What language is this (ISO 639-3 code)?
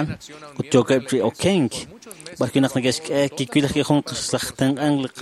kek